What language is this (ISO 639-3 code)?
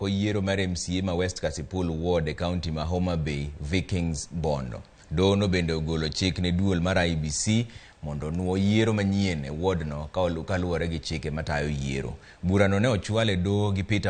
luo